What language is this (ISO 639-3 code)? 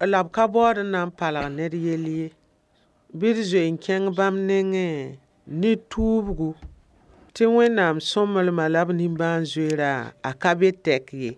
mos